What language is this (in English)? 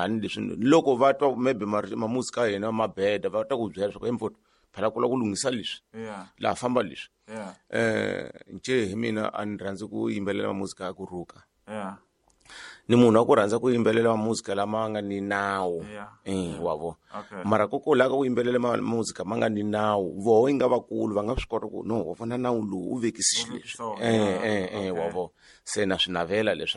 Tsonga